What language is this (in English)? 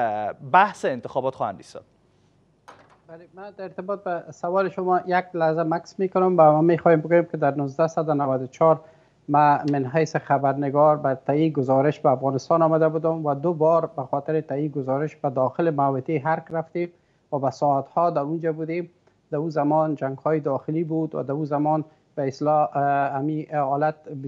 Persian